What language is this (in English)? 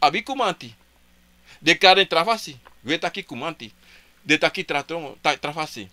Sranan Tongo